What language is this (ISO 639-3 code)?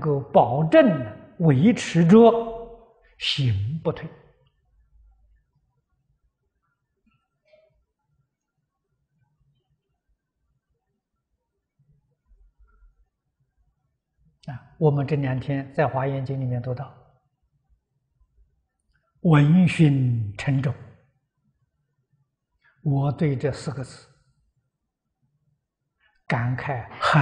zho